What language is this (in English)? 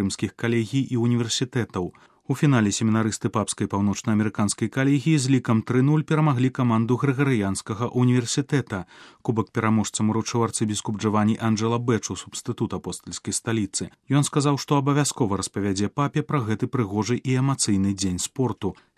Belarusian